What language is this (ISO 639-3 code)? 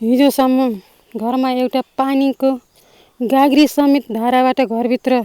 nep